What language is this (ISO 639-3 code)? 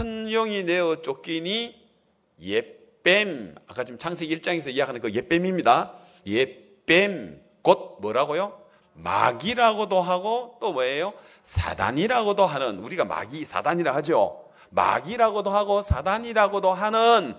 kor